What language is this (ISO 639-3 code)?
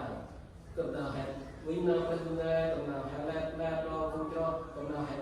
cmo